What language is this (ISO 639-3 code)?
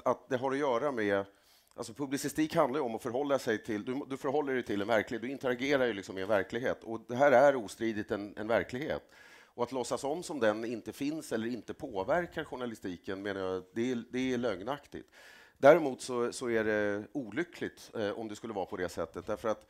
swe